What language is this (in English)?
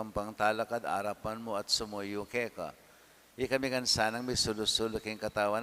Pampanga